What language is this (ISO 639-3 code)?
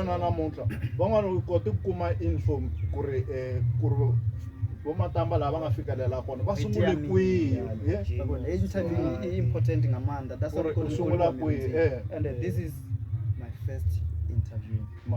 ven